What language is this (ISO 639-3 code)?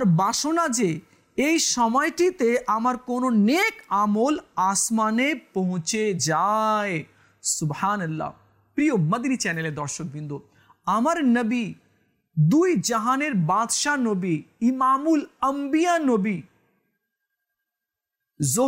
ben